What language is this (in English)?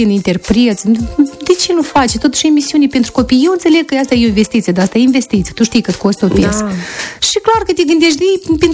Romanian